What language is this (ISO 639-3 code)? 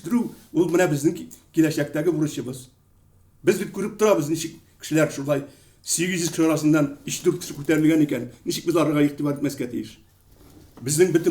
tat